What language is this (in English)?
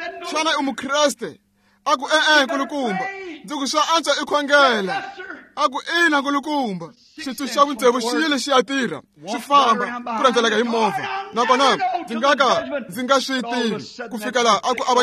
Tsonga